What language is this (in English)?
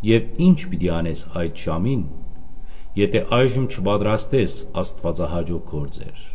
Western Armenian